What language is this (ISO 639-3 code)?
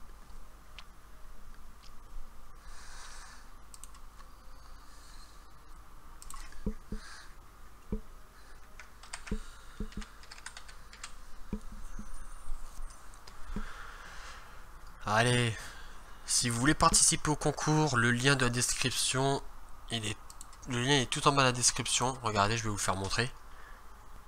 fra